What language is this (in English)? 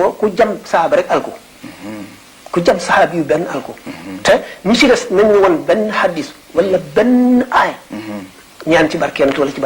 Wolof